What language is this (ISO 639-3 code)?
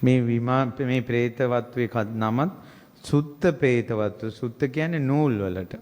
sin